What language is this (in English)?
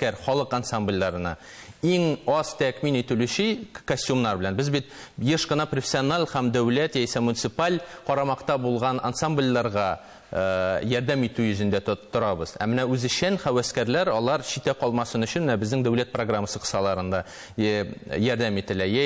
Tatar